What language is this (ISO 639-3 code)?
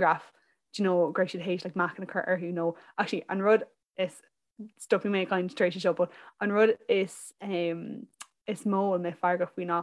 gle